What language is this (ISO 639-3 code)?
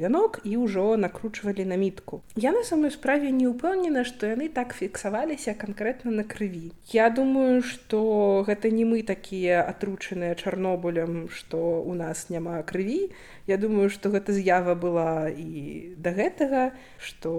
bel